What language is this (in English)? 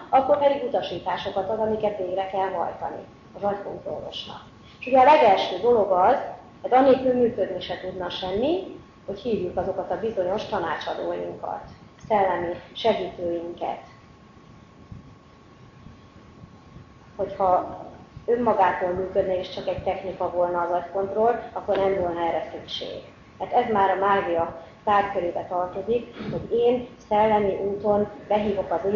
Hungarian